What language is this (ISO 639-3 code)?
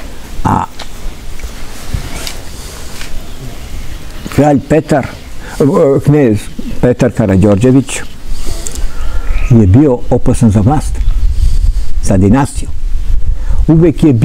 srp